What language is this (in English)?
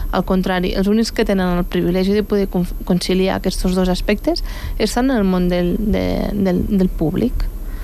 Catalan